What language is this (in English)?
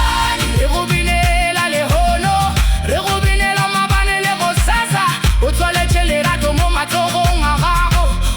Northern Sotho